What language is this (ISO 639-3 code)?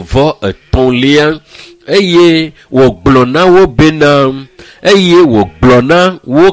ewe